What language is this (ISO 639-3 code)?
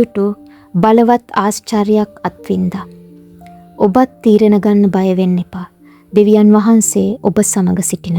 sin